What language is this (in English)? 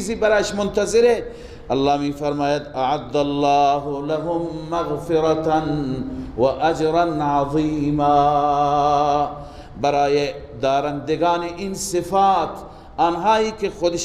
Persian